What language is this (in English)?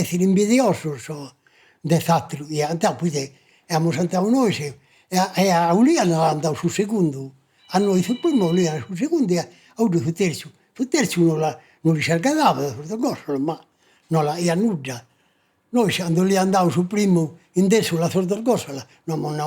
Sardinian